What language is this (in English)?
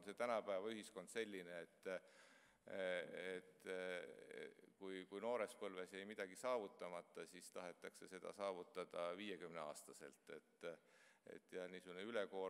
Estonian